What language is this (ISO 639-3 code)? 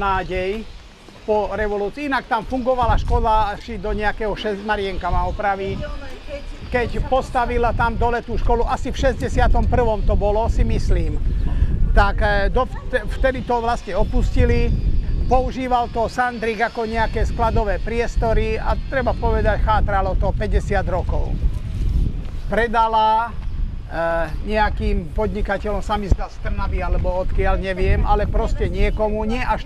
slk